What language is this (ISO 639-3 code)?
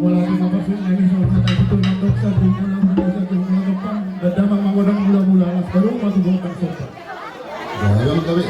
bbc